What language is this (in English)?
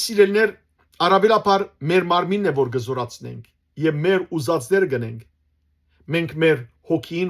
Western Armenian